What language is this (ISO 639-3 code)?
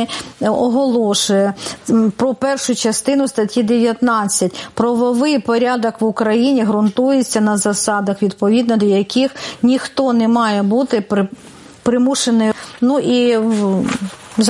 ukr